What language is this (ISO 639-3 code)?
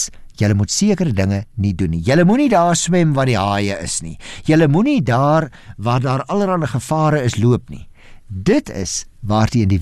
afr